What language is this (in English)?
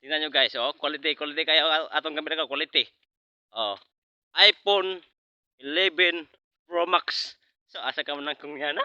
Cebuano